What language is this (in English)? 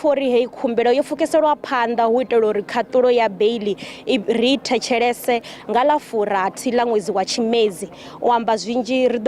Venda